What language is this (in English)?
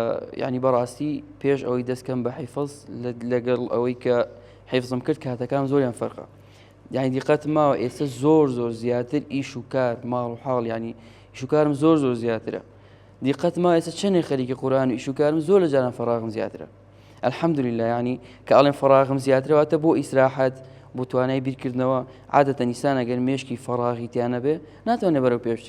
Central Kurdish